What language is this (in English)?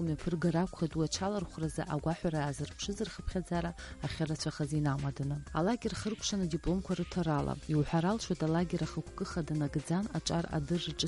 Abkhazian